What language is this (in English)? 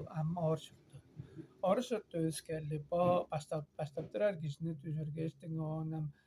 Tuvinian